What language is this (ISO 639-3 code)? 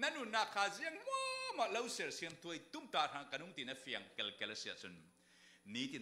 cfm